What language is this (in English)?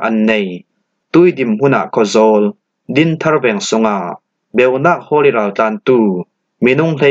Falam Chin